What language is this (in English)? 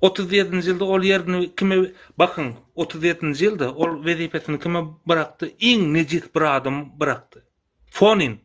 Turkmen